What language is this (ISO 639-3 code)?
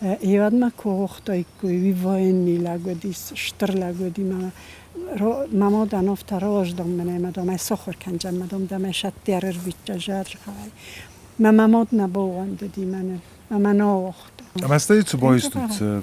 oss